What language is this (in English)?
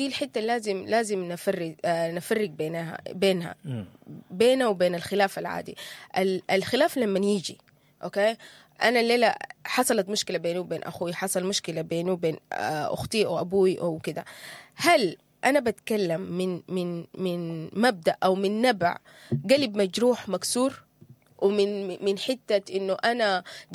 Sudanese Arabic